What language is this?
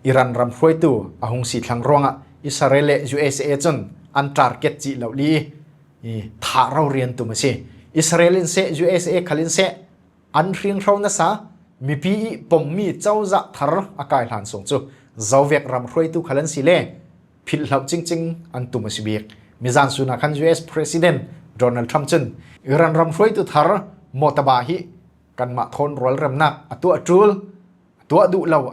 Falam Chin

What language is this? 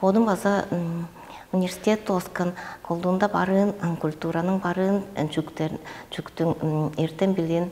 Tuvinian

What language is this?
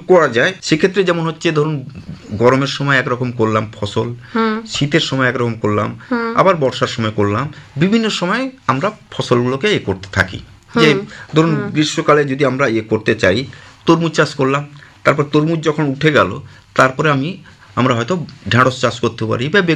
Bangla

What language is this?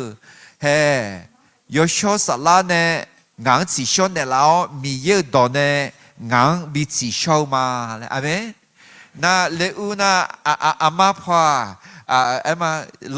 Akha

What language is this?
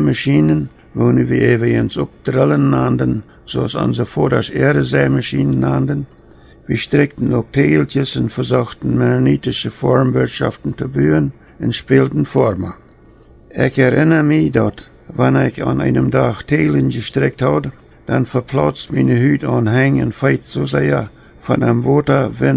Plautdietsch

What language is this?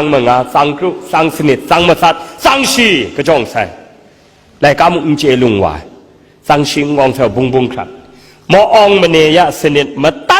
Kachin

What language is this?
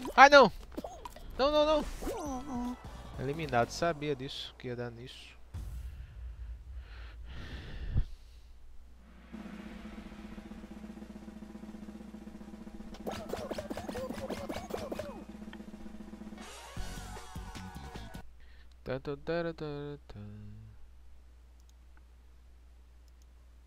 Portuguese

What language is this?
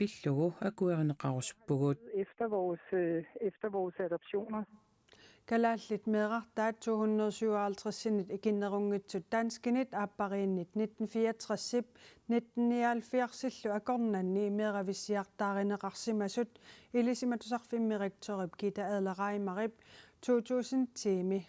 Kalaallisut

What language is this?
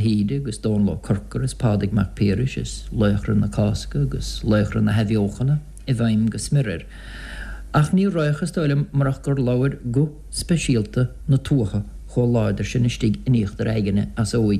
Irish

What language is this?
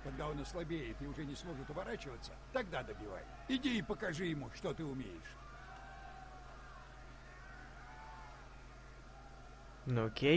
Russian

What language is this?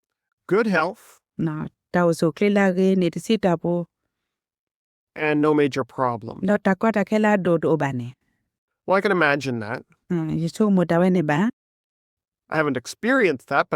S'gaw Karen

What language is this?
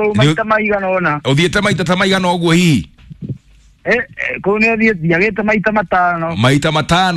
Kikuyu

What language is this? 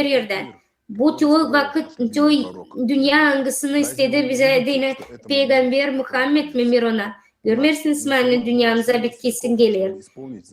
Gagauz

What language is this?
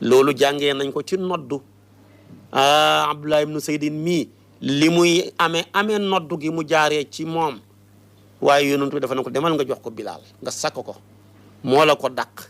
Wolof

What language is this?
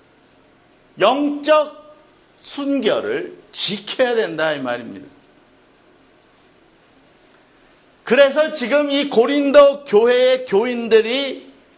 Korean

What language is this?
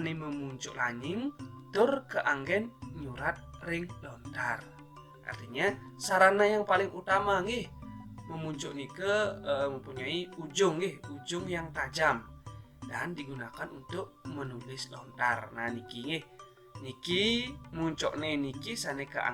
Balinese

